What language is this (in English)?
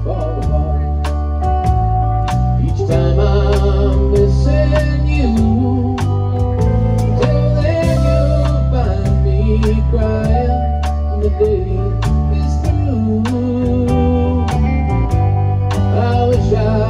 English